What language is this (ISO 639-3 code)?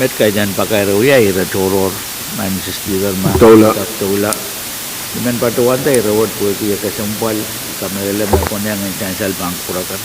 pon